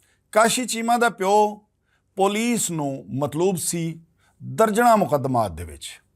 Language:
Western Panjabi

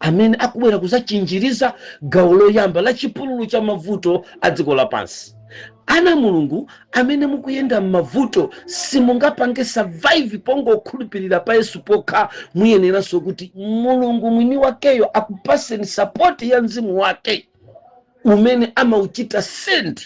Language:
Nyanja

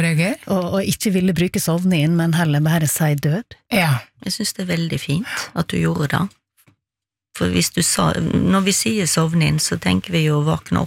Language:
Norwegian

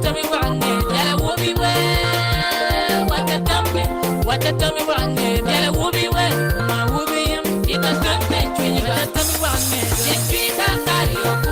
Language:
Acoli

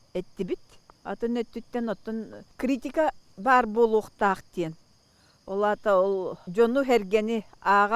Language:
Yakut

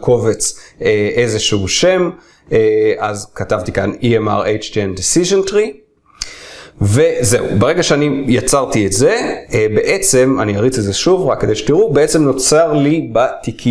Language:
Hebrew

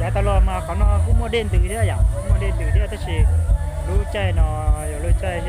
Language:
Hmong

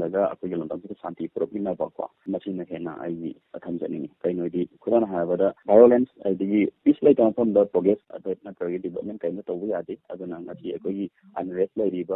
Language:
Manipuri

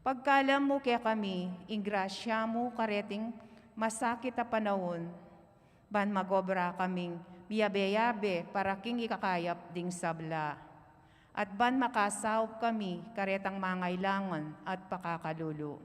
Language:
Pampanga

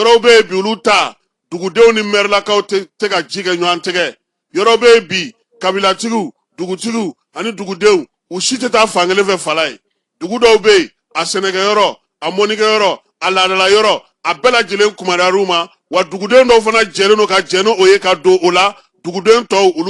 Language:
Bambara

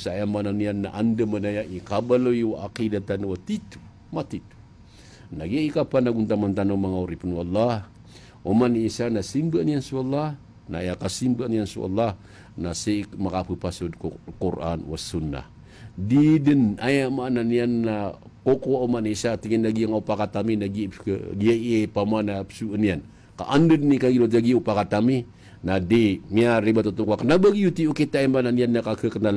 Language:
Maranao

